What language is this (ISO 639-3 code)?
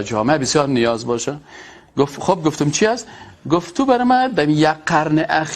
fas